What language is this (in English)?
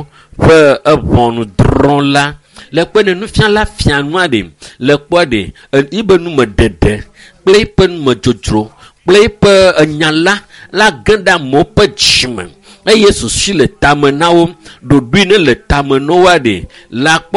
Ewe